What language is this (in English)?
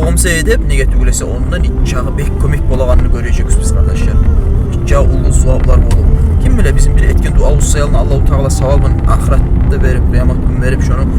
Kumyk